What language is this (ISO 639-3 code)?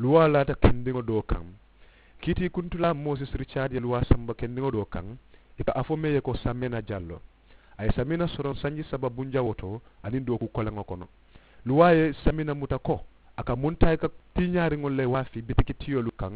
man